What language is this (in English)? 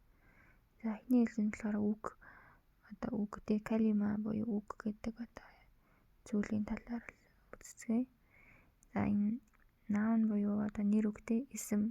Mongolian